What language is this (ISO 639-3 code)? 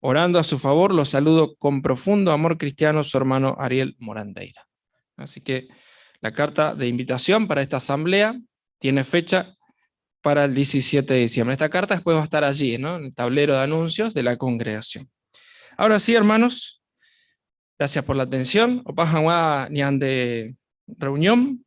grn